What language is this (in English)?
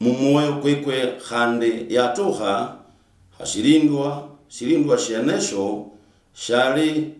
Luyia